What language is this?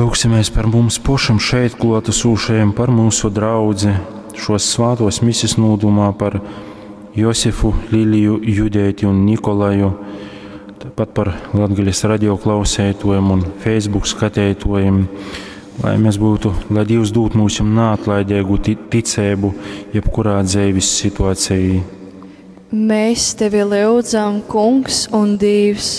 Latgalian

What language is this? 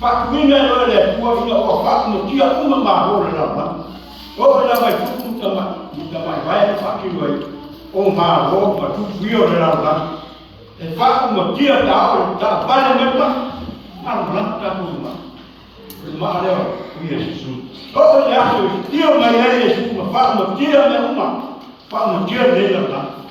Samoan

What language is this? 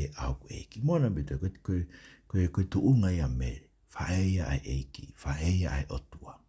Tongan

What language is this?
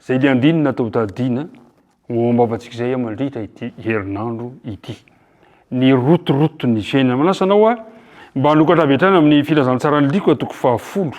Malagasy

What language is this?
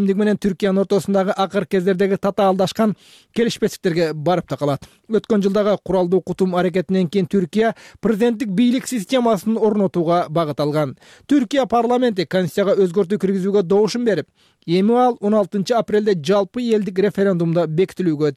Kyrgyz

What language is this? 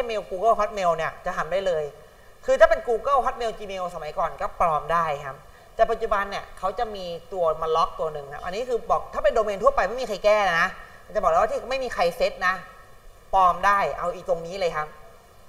Thai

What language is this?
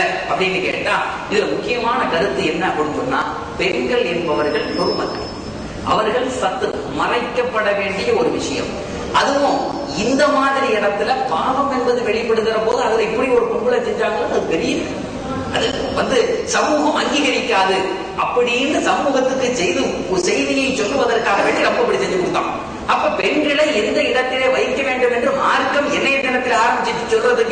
Tamil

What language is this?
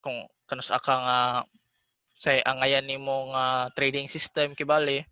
Cebuano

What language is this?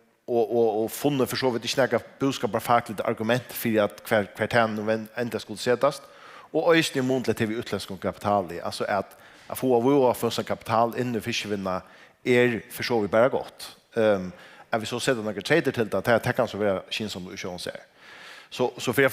Faroese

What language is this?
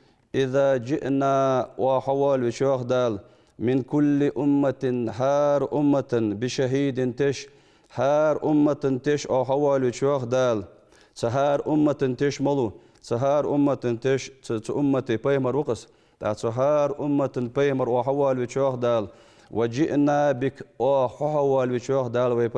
Ingush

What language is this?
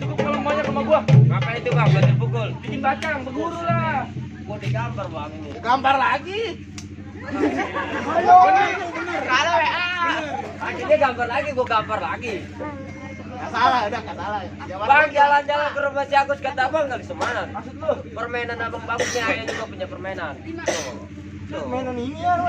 Betawi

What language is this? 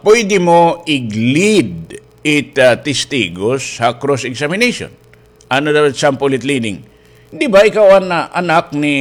Waray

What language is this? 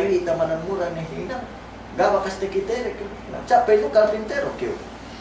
Yakan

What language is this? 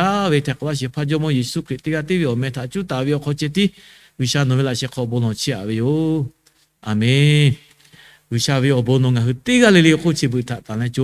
Lahu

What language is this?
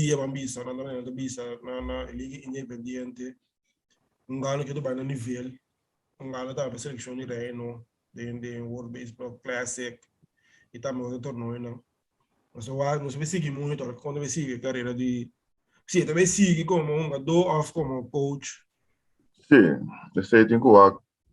Papiamento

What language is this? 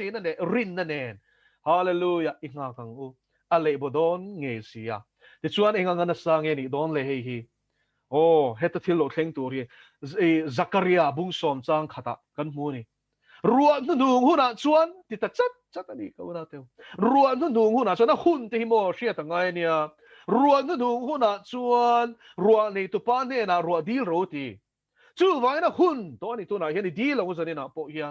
Mizo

